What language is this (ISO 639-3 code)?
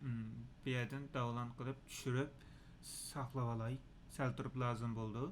uig